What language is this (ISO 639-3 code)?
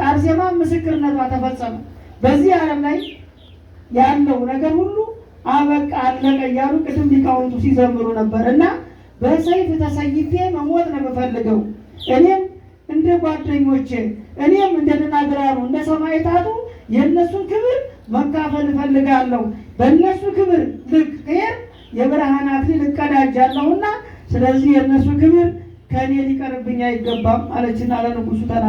amh